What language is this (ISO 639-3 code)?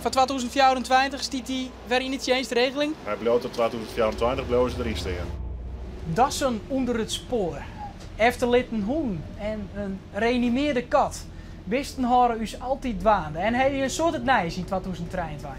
fry